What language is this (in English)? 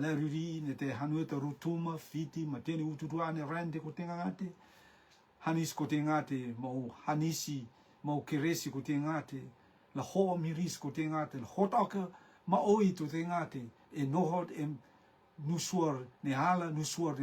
Rotuman